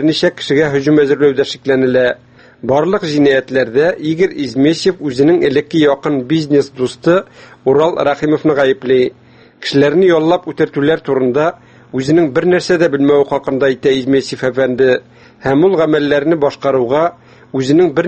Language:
Tatar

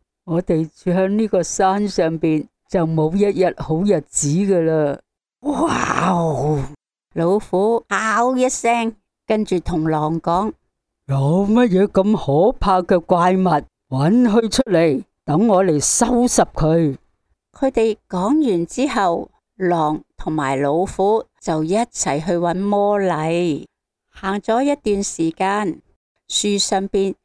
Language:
Cantonese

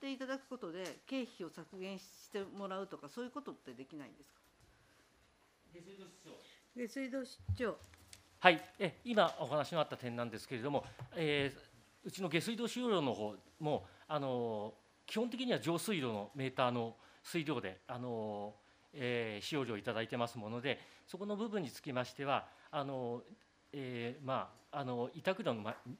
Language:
Japanese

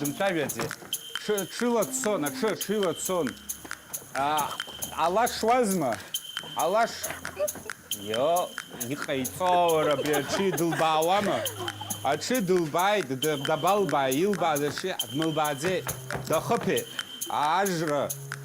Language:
Abkhazian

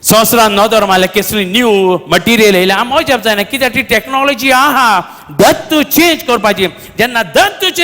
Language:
Konkani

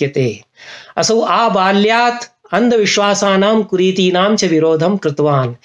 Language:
Sanskrit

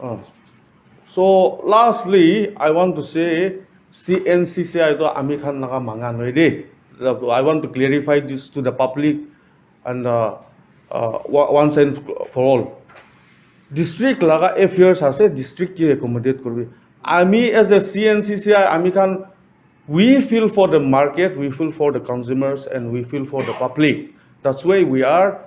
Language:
Naga Pidgin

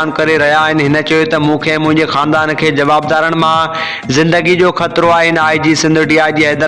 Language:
Sindhi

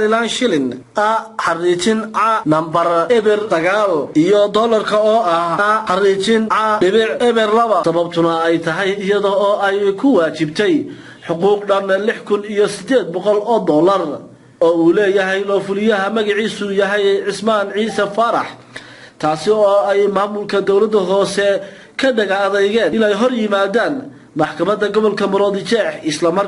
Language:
Somali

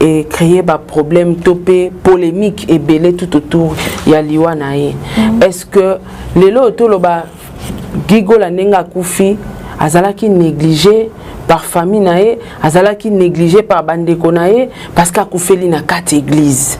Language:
Lingala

